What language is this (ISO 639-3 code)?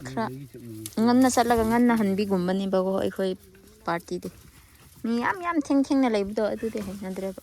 mni